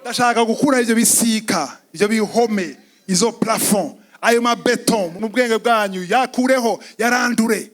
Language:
Rundi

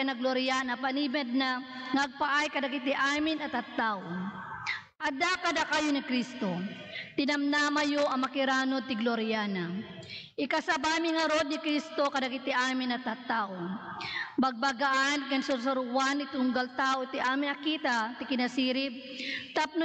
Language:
Iloko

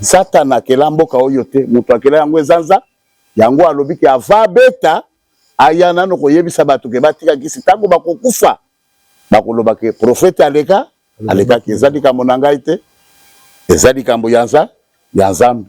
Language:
Lingala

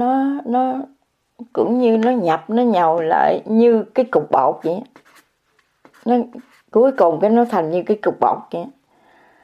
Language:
Vietnamese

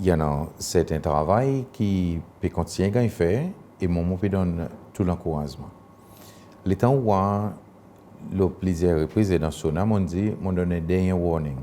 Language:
Seselwa Creole French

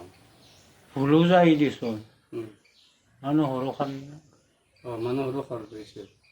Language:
Bodo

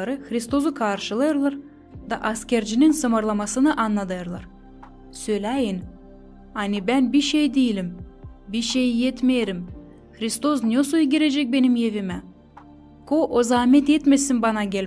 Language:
Gagauz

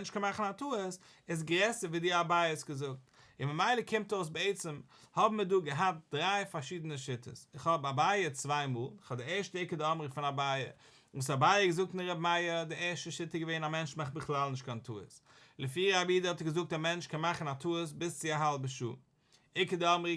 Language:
Yiddish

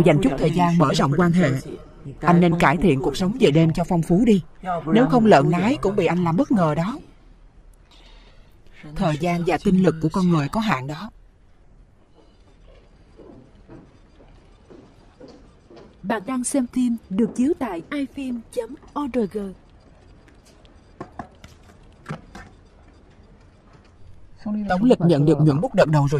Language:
Vietnamese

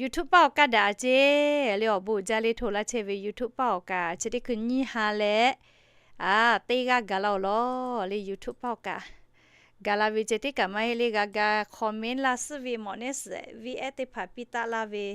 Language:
Lahu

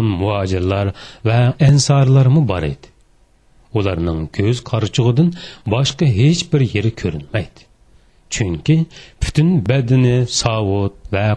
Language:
Uyghur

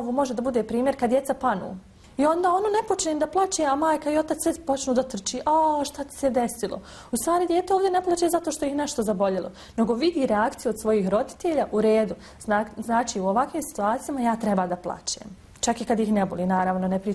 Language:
Bosnian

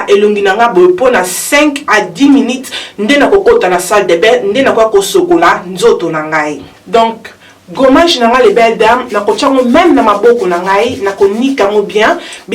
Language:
Lingala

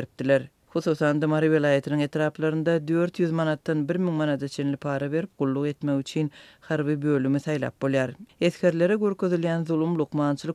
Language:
Turkmen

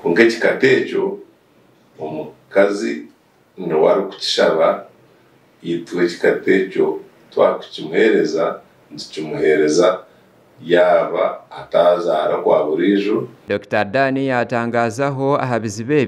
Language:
Nyankole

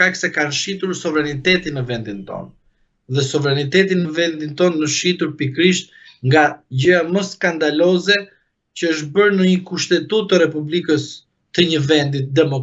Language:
Albanian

